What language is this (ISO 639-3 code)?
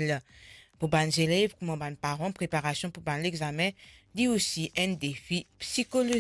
mfe